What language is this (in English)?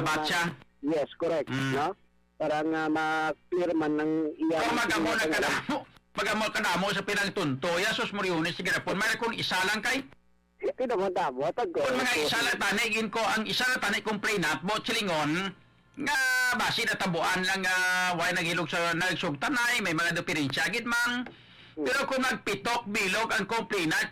Hiligaynon